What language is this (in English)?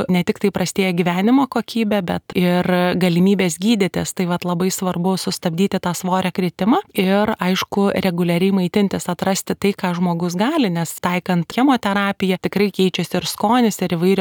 Lithuanian